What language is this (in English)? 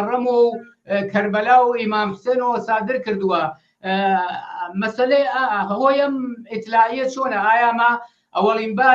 Central Kurdish